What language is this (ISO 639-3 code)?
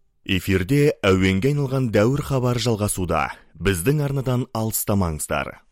kaz